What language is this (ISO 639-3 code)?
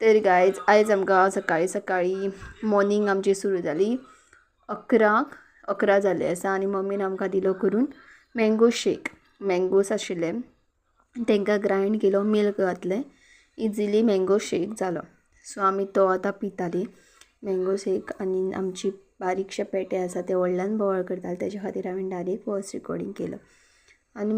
kok